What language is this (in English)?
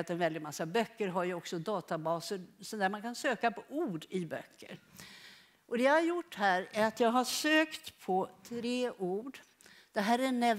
Swedish